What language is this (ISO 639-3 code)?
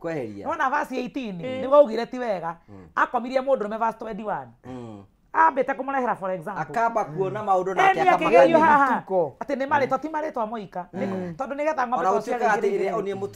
kik